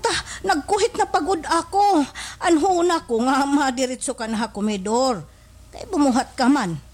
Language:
Waray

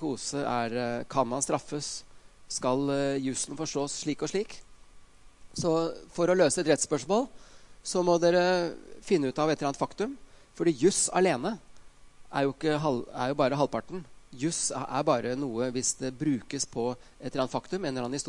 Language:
Norwegian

